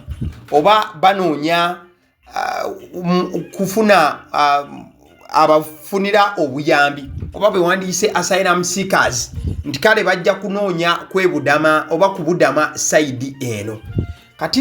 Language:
Ganda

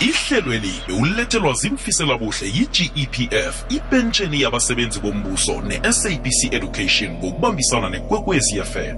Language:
South Ndebele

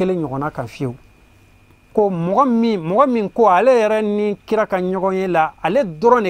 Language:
Bambara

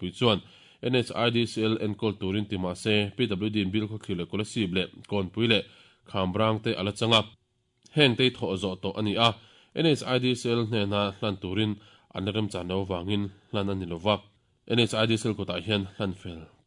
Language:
Mizo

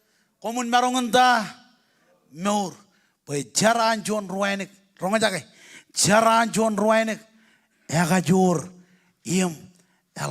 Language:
Marshallese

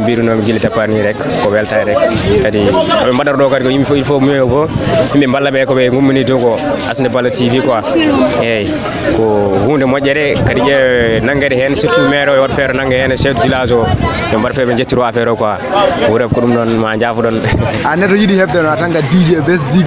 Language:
Fula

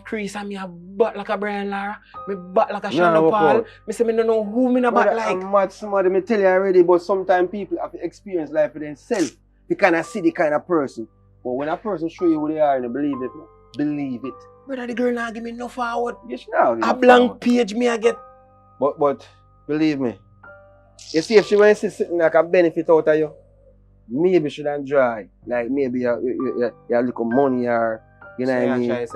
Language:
Jamaican Creole English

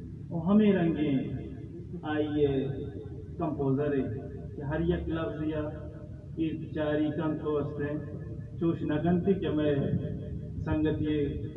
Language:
Baluchi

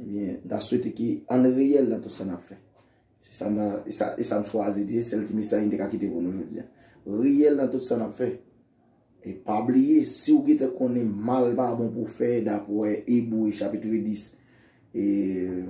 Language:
Haitian Creole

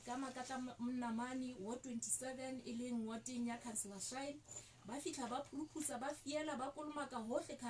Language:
Southern Sotho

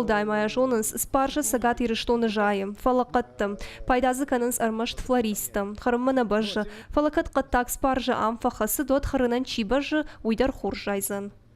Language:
Ossetic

